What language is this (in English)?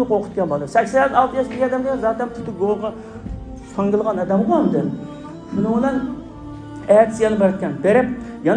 Uyghur